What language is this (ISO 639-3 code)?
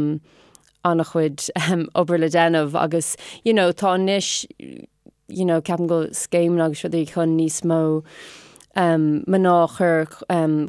gle